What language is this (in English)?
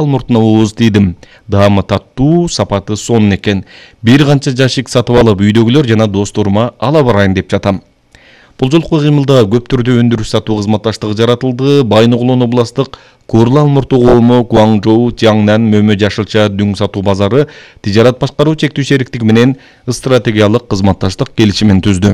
Kyrgyz